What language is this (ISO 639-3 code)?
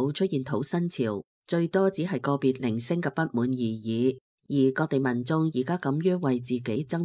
yue